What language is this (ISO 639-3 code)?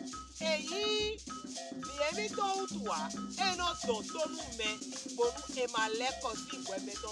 fon